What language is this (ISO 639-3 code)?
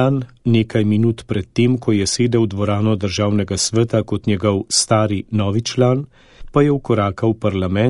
slv